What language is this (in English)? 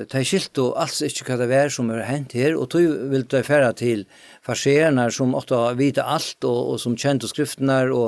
Faroese